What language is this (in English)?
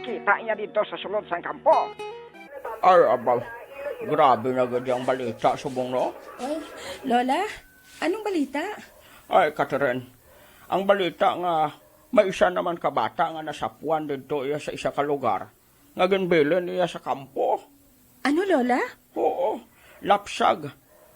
Hiligaynon